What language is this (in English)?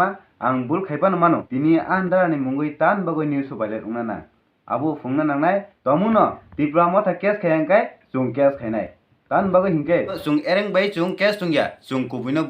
Riang (India)